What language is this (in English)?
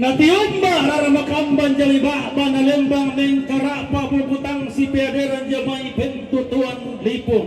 Toraja-Sa'dan